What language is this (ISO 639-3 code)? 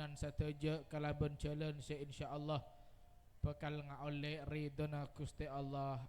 mad